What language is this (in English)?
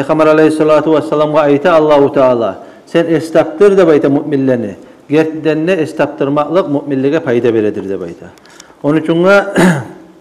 Kumyk